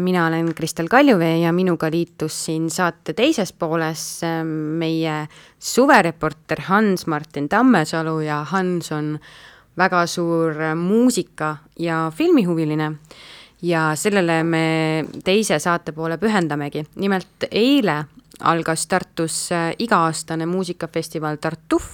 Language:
Estonian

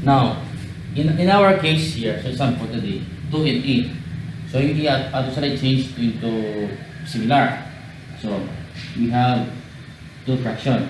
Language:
Hiligaynon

